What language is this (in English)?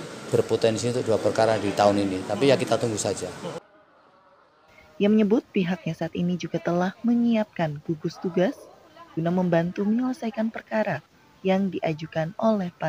Indonesian